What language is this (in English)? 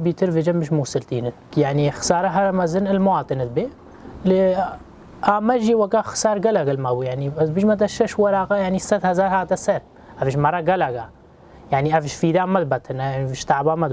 Kurdish